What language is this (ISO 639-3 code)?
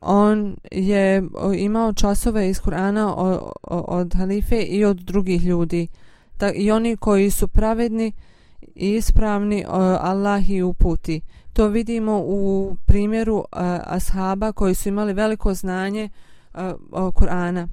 bos